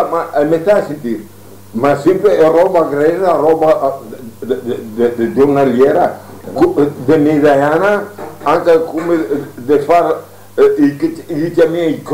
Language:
Venetian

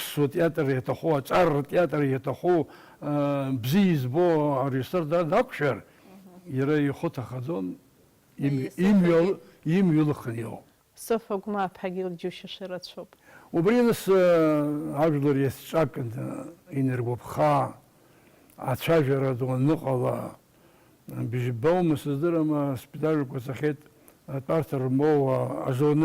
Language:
Abkhazian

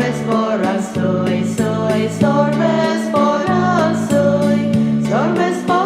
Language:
Konkani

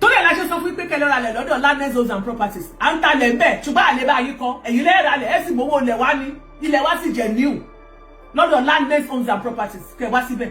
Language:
Yoruba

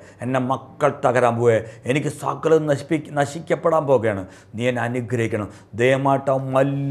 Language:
Malayalam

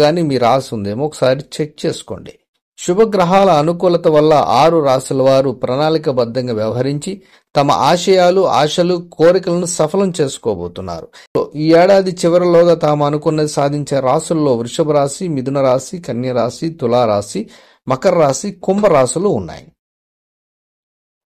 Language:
Telugu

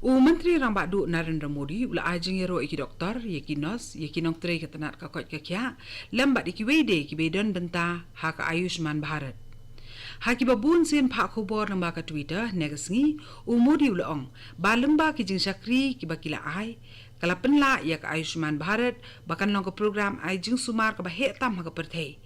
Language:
Khasi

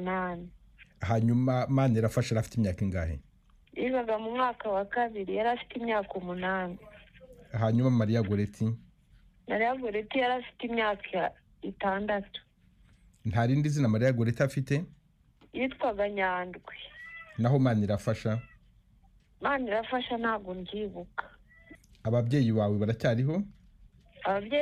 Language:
Kinyarwanda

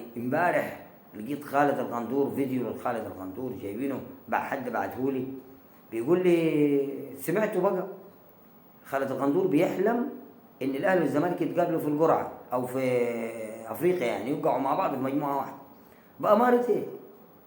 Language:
Egyptian Arabic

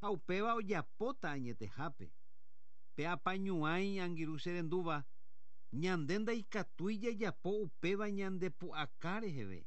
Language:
Guarani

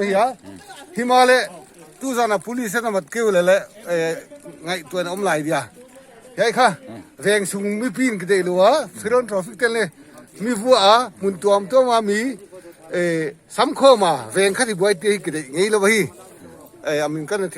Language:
Paite Chin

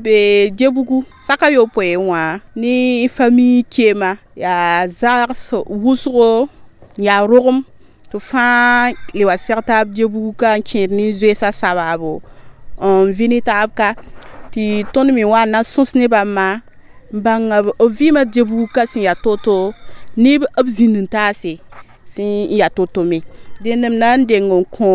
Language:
Mossi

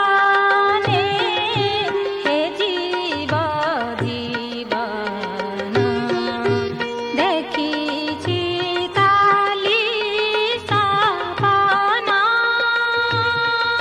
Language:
Odia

